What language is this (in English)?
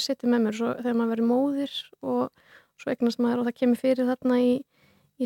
Icelandic